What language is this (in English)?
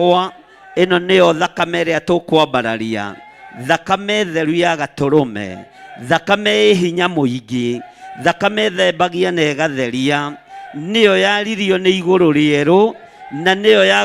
Kikuyu